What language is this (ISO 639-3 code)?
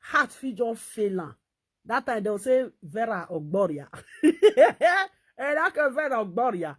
pcm